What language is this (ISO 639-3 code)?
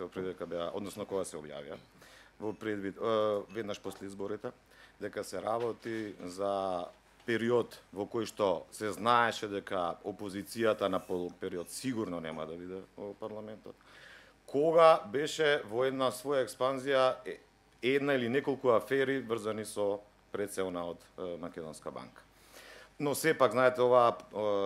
mkd